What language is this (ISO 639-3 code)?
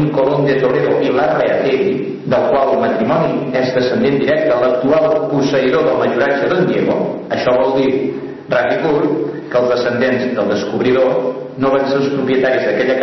cat